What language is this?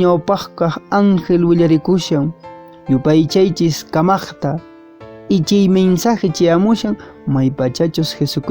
Quechua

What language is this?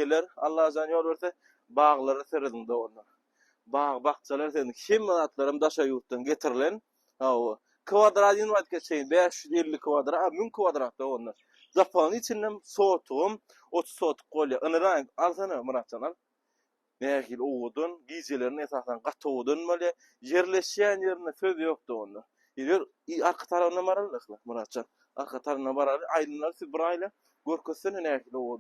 Turkmen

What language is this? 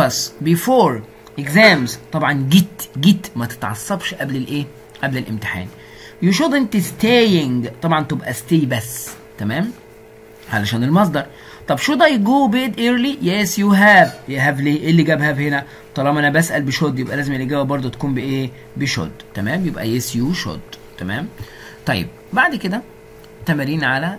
Egyptian Arabic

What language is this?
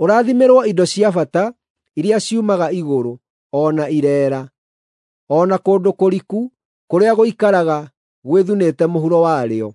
Kikuyu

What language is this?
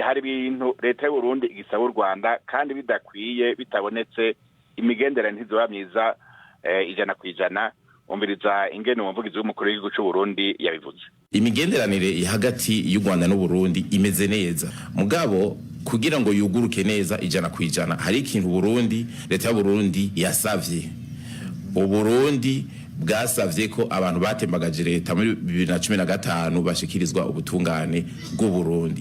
Rundi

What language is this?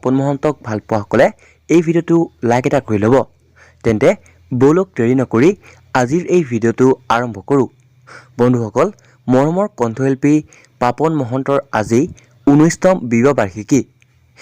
Assamese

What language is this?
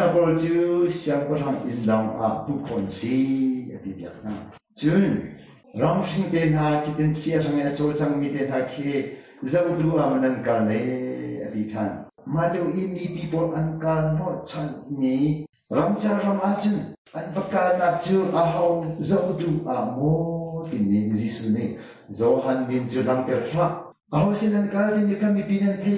Hakha Chin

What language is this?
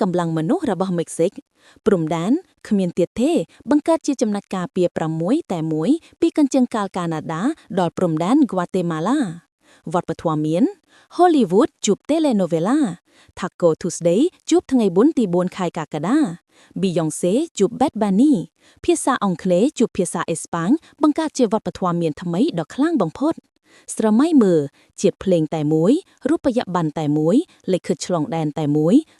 Khmer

